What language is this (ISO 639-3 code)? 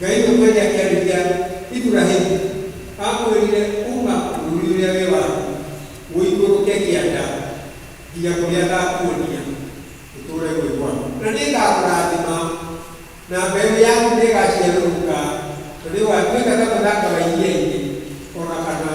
kik